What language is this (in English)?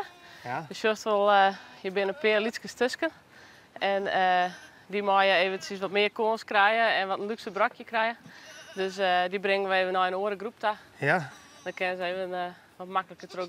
Western Frisian